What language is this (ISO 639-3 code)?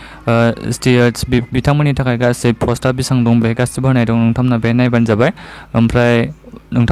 brx